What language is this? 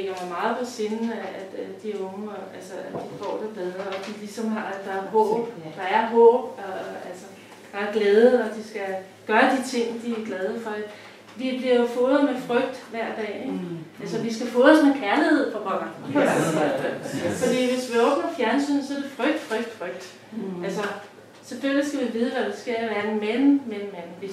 Danish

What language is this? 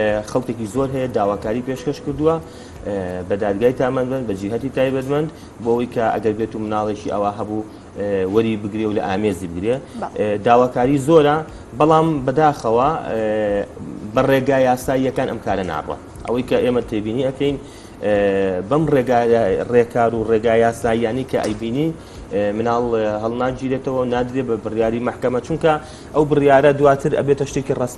Central Kurdish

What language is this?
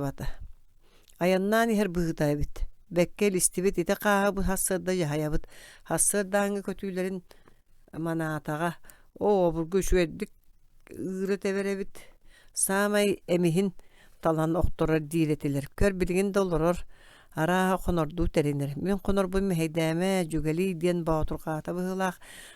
Yakut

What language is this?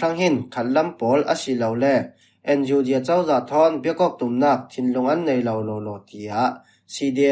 Falam Chin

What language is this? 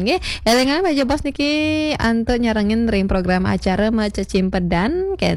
Balinese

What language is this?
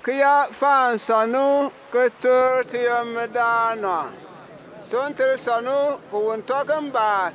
Bimoba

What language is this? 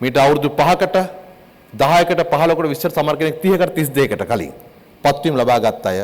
Sinhala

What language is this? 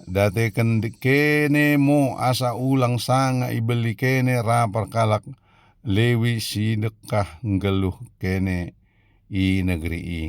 Batak Dairi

